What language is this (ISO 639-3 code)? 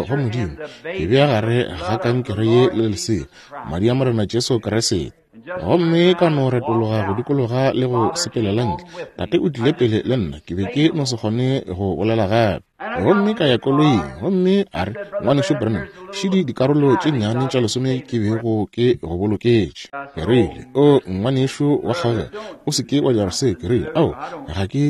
nso